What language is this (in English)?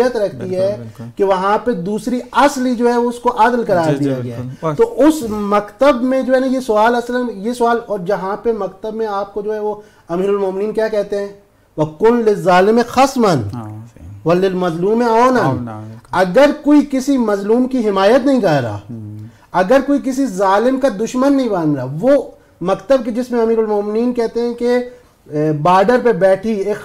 Urdu